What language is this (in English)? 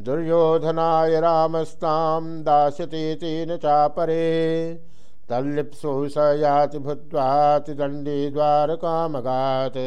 Sanskrit